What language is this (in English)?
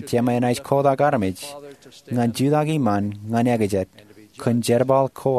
Marshallese